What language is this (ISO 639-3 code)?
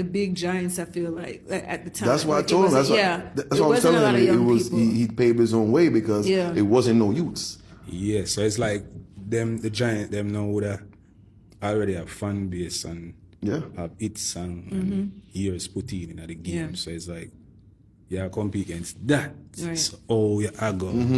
jam